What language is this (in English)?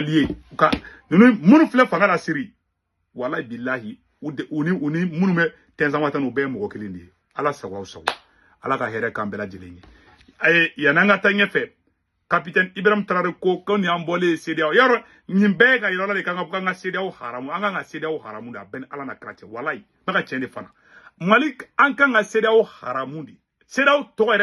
Bambara